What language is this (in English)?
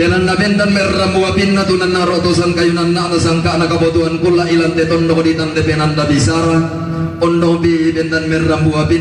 Toraja-Sa'dan